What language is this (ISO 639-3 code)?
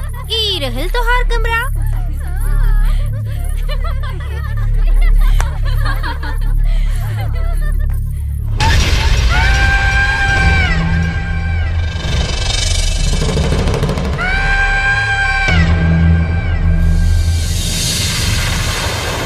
bho